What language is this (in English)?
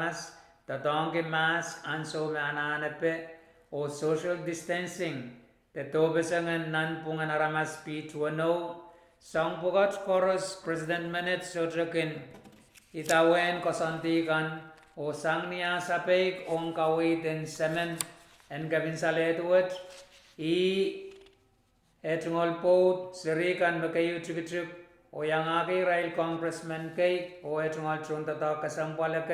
Pohnpeian